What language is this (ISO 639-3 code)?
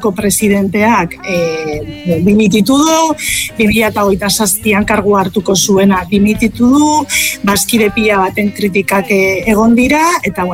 eus